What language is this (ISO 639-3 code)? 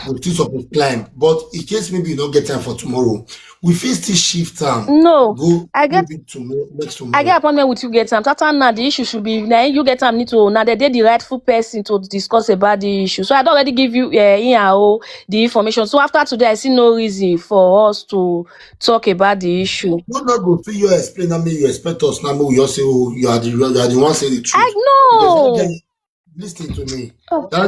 pcm